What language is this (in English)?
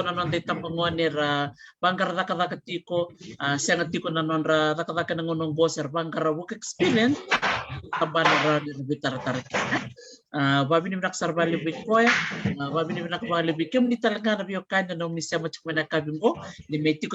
Fijian